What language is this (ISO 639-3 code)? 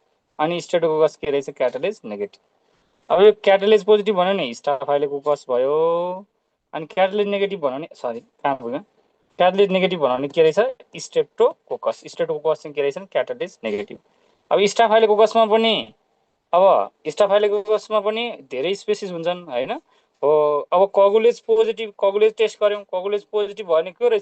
nep